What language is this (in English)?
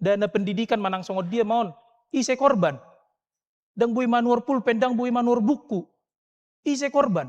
Batak Toba